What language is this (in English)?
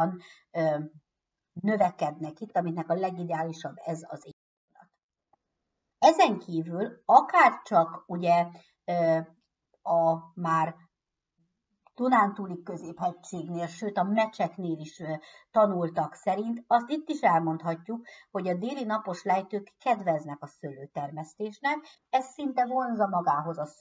Hungarian